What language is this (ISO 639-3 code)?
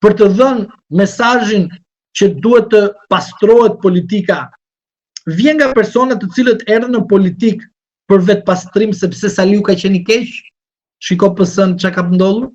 sqi